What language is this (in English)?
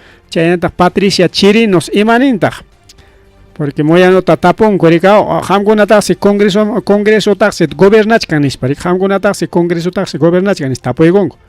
Ayacucho Quechua